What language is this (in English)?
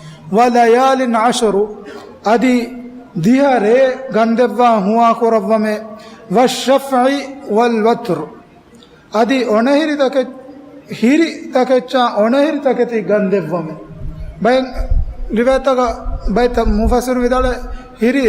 Divehi